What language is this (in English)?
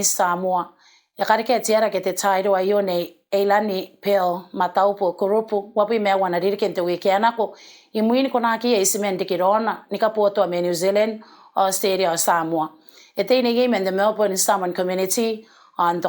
Gilbertese